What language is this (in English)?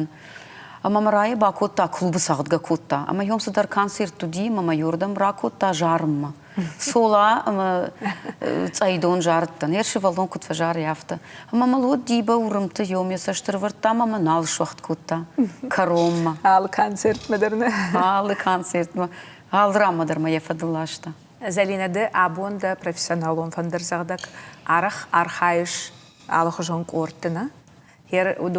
Ossetic